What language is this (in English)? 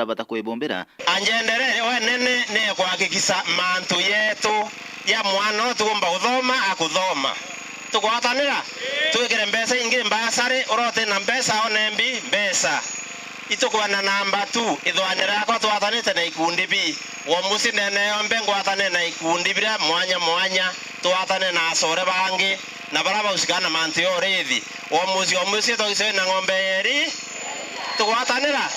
Meru